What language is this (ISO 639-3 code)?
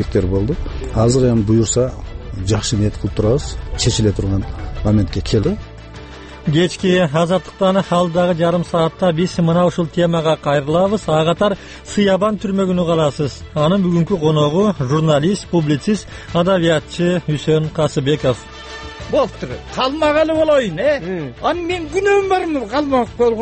kir